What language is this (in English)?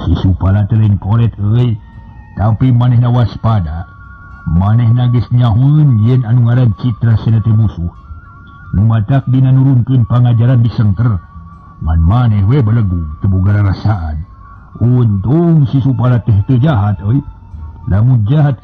Sundanese